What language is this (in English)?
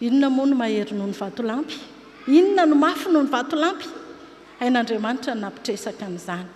Malagasy